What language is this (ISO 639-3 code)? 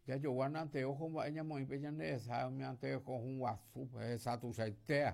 grn